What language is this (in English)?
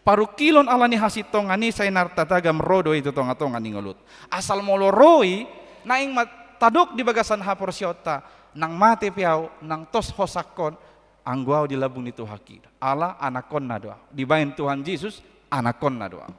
Batak Toba